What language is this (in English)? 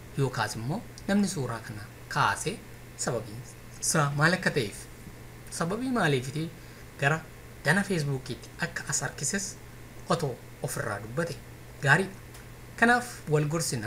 Oromo